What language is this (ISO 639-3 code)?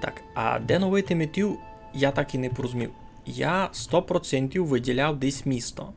rue